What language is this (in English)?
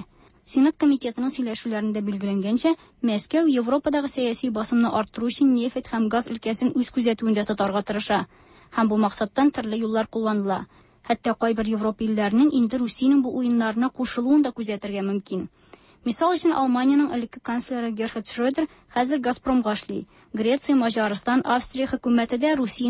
Tatar